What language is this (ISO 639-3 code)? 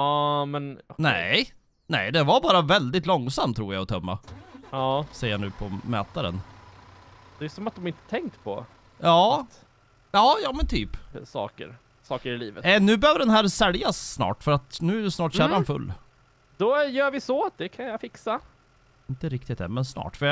swe